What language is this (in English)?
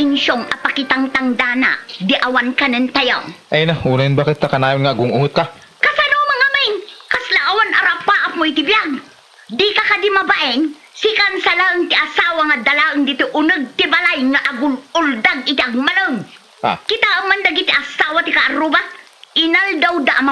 Iloko